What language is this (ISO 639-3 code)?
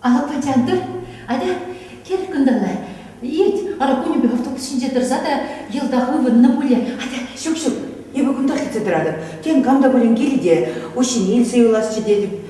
chv